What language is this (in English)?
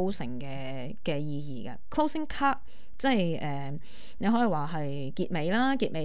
Cantonese